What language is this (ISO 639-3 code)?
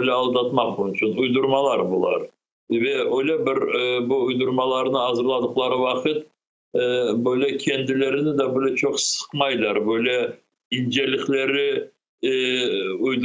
crh